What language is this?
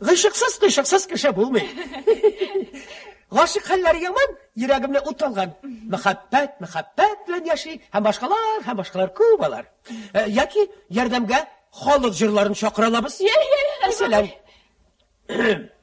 Tatar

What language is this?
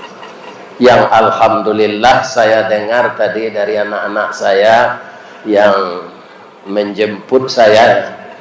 Minangkabau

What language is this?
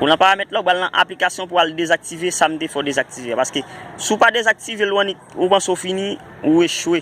Haitian Creole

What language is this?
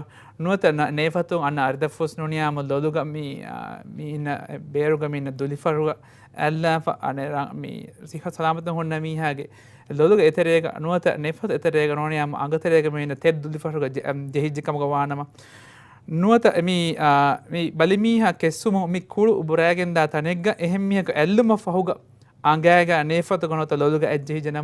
Divehi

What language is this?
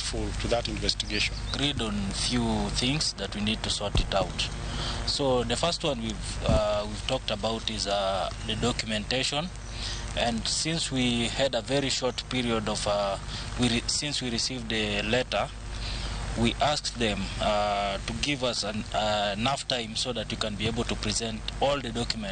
Luo (Kenya and Tanzania)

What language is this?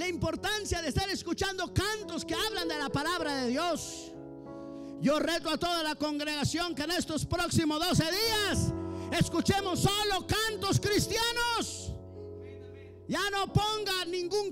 Spanish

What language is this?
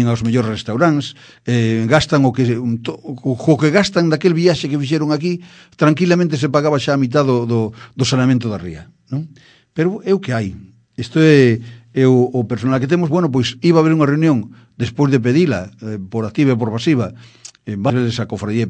Galician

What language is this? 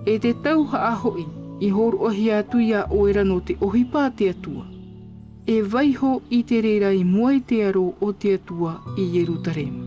Tahitian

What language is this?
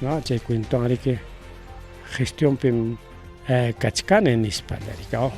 Ayacucho Quechua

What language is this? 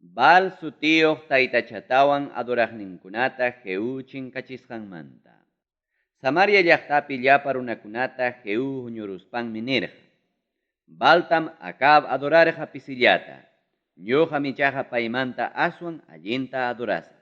Ayacucho Quechua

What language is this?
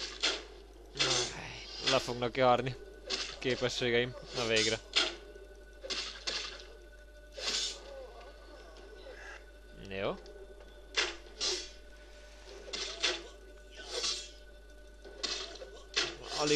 Hungarian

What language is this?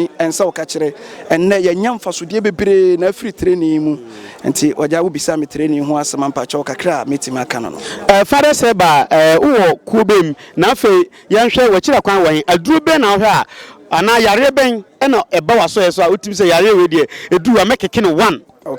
Akan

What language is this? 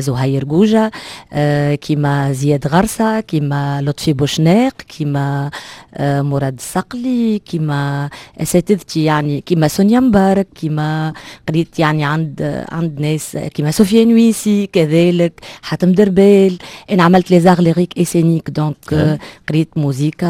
Tunisian Arabic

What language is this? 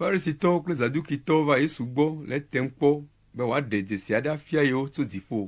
Ewe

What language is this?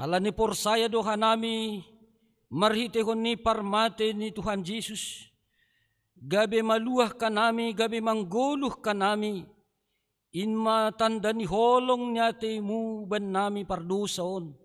Batak Simalungun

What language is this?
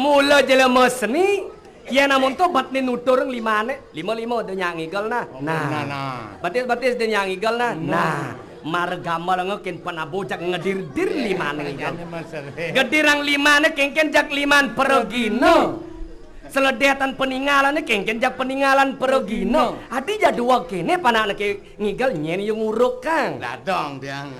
Balinese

